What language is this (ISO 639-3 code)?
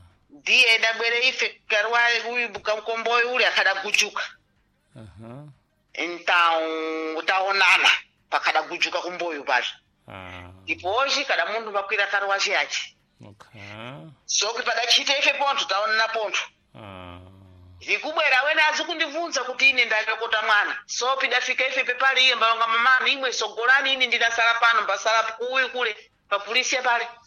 seh